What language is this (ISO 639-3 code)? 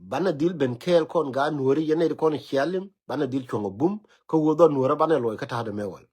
nus